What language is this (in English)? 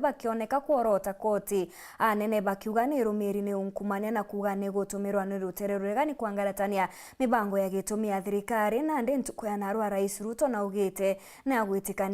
Meru